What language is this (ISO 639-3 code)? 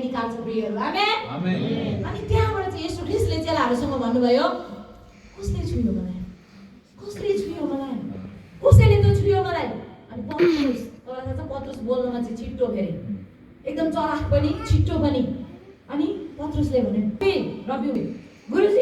nep